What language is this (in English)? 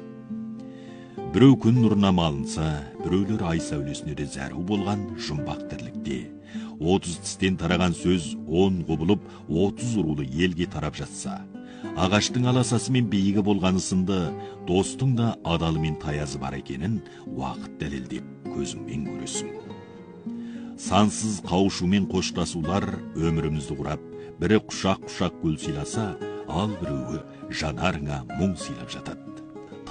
Kazakh